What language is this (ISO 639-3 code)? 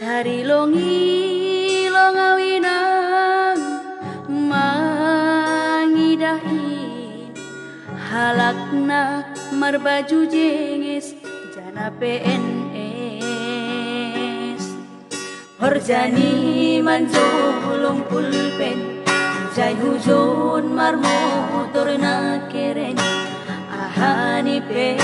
bbc